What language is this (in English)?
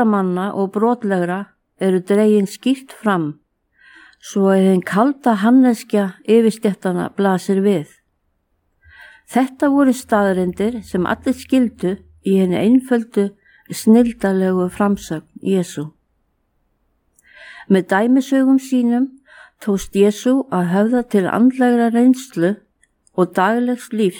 Icelandic